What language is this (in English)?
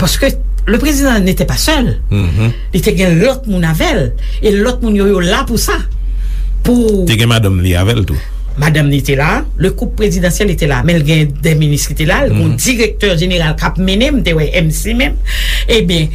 Haitian Creole